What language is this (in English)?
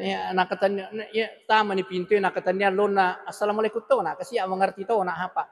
Buginese